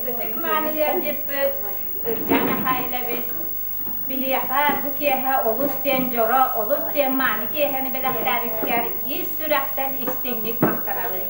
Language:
Yakut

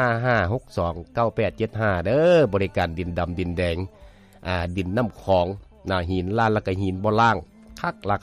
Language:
Lao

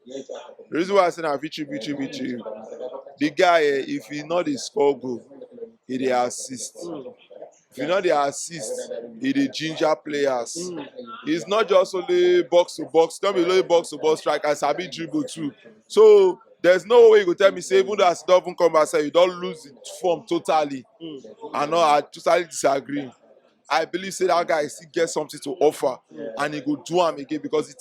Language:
Nigerian Pidgin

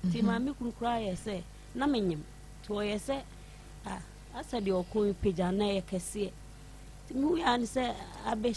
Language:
Akan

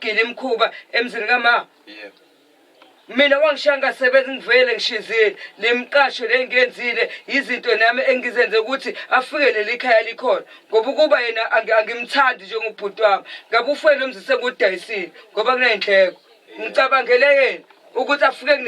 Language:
Zulu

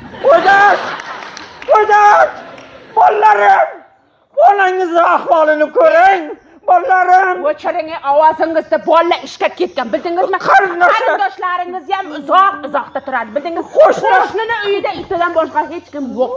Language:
Uzbek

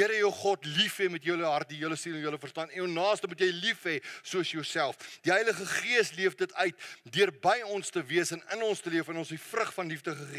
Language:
Afrikaans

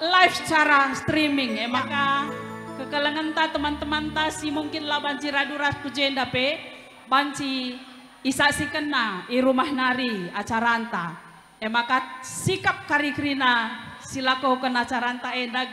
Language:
Batak Karo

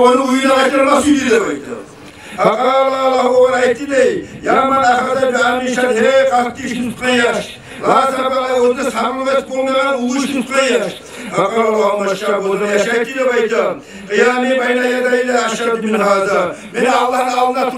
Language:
Kumyk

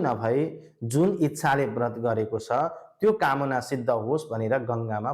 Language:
Nepali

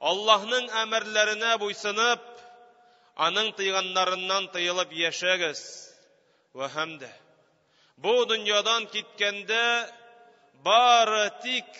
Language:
Tatar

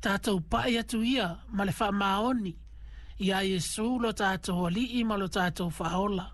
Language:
Samoan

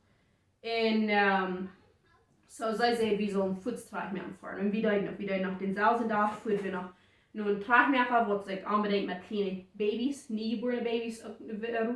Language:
Plautdietsch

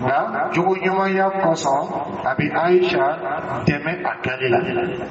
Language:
Dyula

